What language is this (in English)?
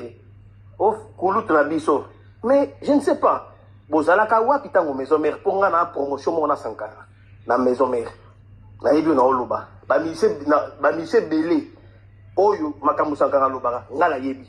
Lingala